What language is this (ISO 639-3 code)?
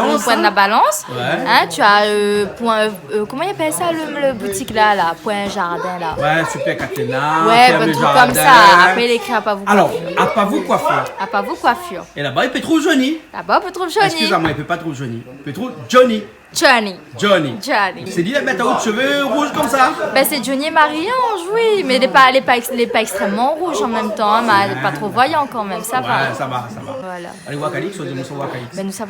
rcf